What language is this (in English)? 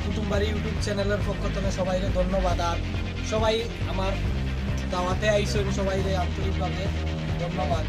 Sylheti